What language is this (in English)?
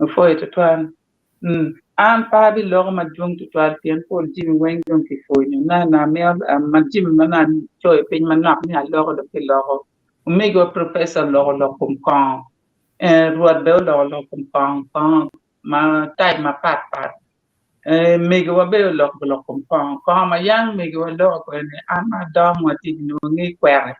Acoli